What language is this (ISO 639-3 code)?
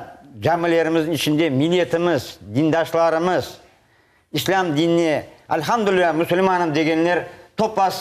crh